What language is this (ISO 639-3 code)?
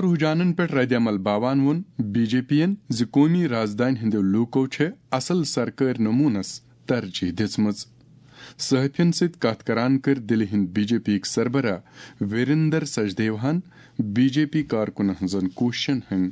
kas